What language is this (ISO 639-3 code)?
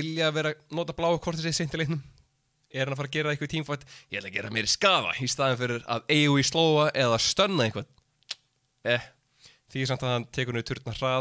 isl